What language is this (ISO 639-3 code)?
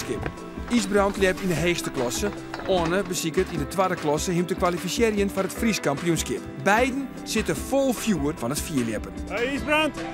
fry